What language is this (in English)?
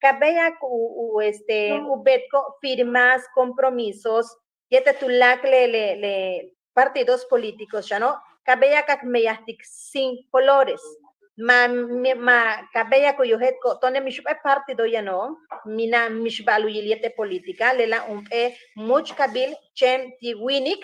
Yucateco